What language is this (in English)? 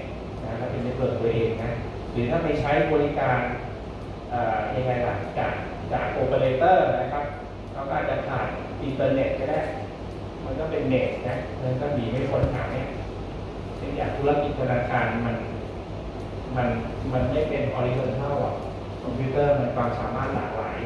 Thai